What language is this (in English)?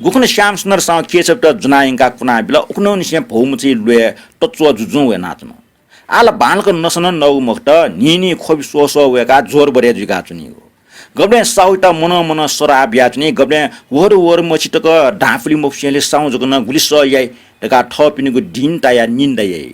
Newari